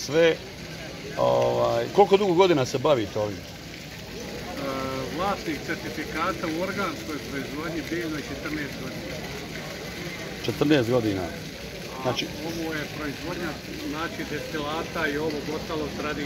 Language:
Bosnian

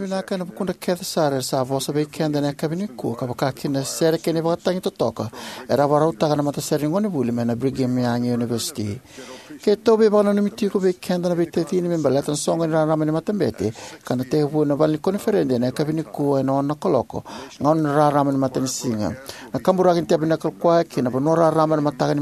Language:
Fijian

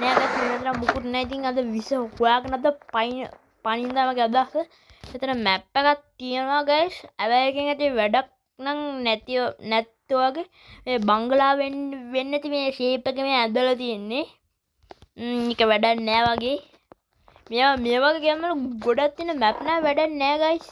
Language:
Sinhala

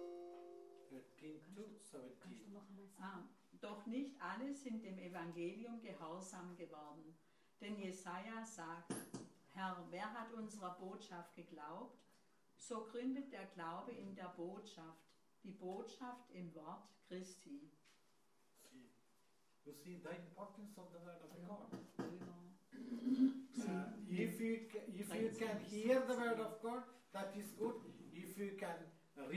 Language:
German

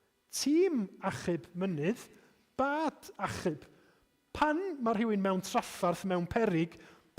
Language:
Welsh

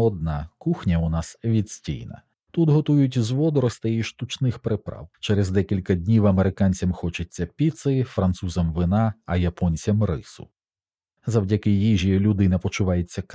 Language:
Ukrainian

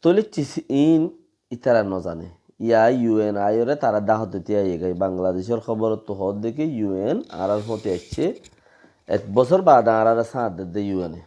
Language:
Rohingya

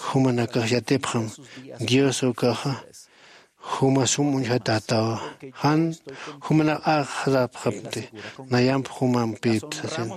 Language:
Aymara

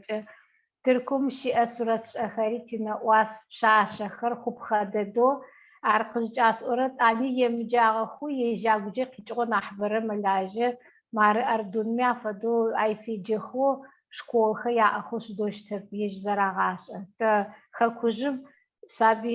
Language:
Adyghe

